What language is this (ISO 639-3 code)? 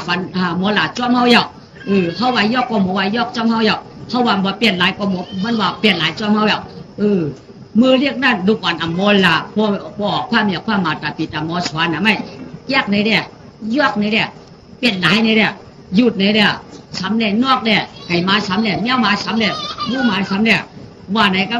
shn